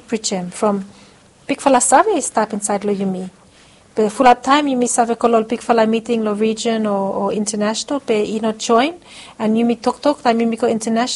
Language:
Bislama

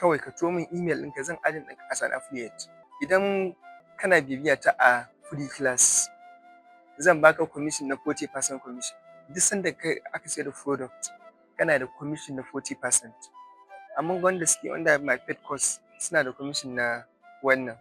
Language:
Hausa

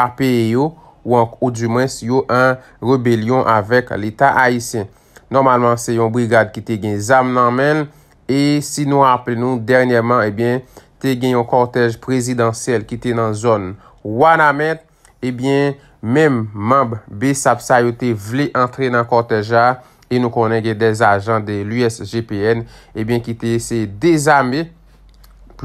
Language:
Haitian Creole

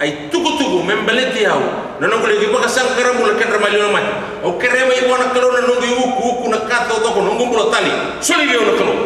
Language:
Fijian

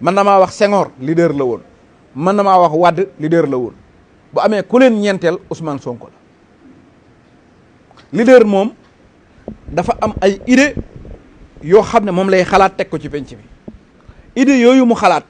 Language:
Wolof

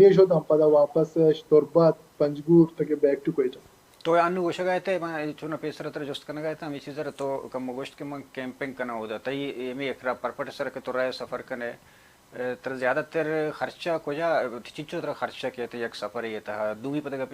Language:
Baluchi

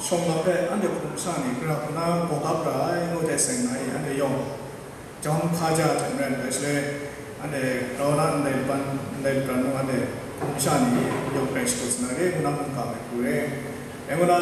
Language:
Kachin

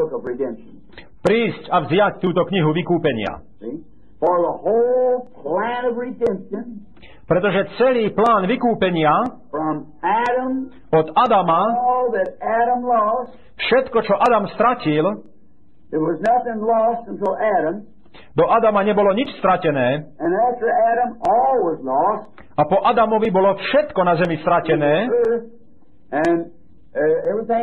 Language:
Slovak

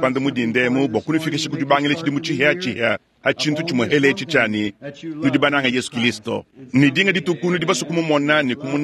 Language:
Luba-Lulua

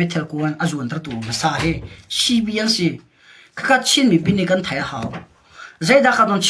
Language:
Falam Chin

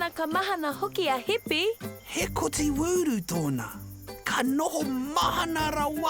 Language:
Māori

